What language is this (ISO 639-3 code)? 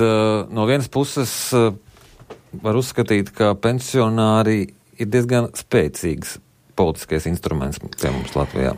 lav